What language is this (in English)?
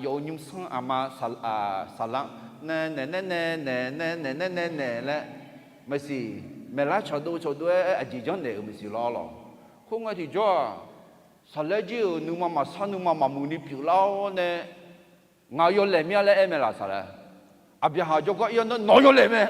Akha